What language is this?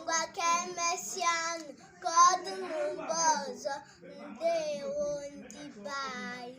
Igbo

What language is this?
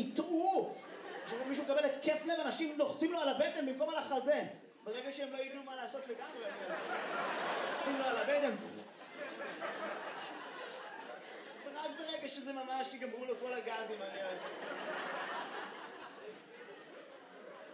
Hebrew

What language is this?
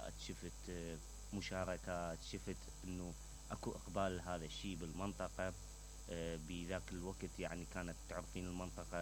Mesopotamian Arabic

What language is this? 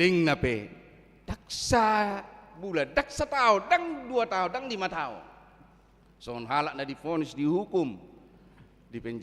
Batak Toba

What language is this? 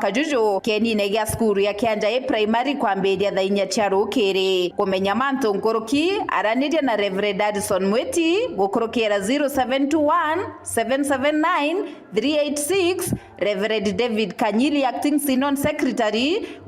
Meru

